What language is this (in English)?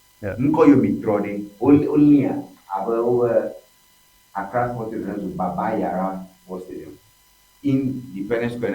Ewe